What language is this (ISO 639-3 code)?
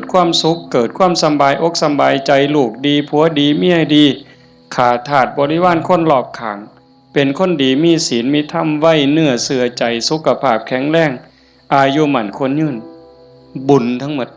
lao